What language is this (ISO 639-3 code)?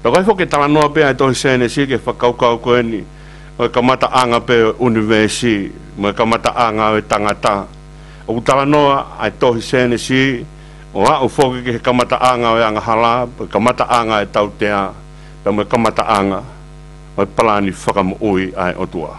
ton